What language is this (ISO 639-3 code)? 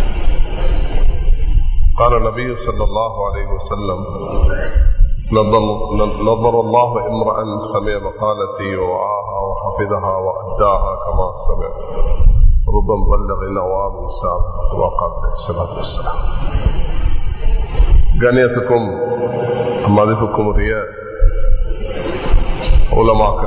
tam